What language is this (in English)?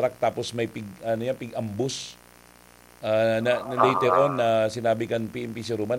Bikol